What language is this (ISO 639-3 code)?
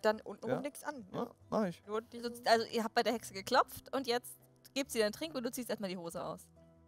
deu